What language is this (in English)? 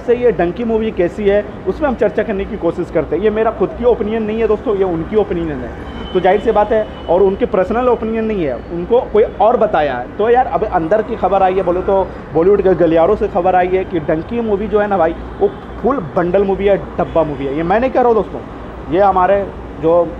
Hindi